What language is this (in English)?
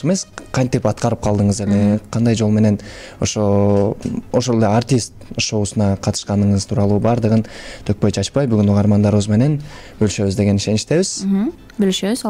Kyrgyz